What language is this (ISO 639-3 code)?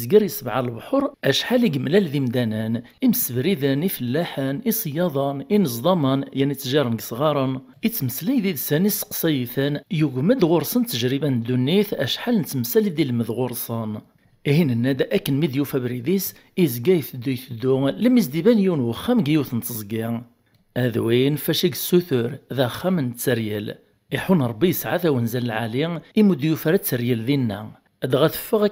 kab